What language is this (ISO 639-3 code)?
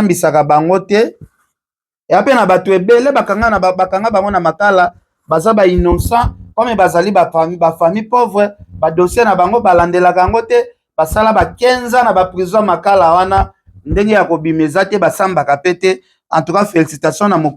lin